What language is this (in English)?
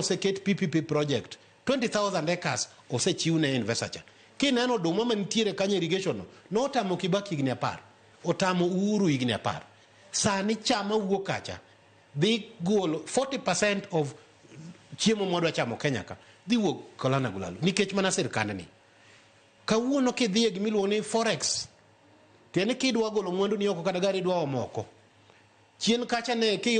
Luo (Kenya and Tanzania)